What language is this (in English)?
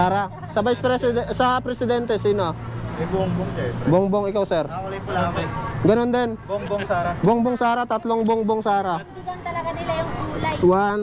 Filipino